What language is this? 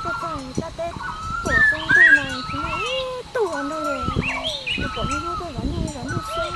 Hmong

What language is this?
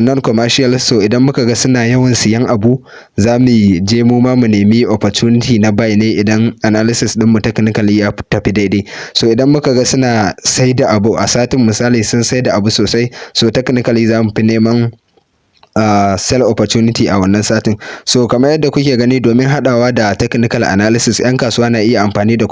Hausa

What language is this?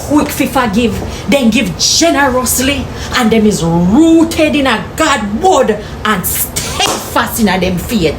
Jamaican Creole English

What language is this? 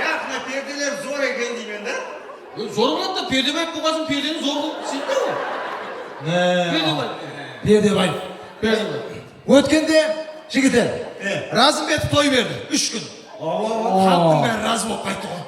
Kara-Kalpak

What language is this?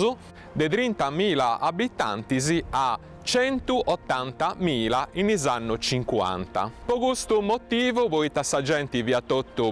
Sardinian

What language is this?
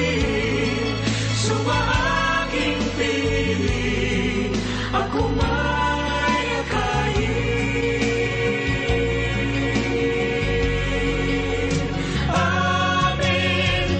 Filipino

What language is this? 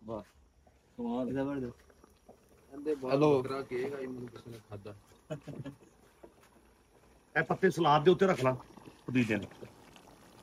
Punjabi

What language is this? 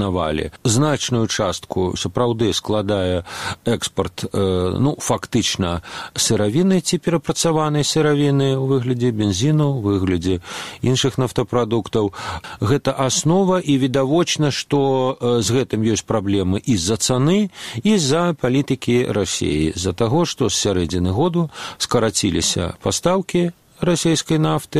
Belarusian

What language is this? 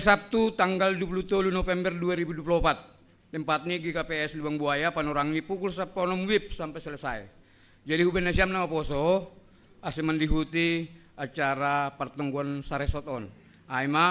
Batak Simalungun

